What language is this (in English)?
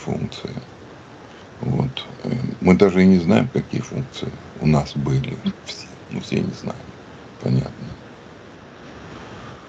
Russian